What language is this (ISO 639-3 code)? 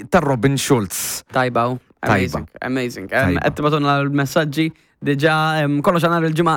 mlt